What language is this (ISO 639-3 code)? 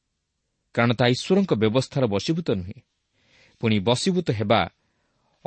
ori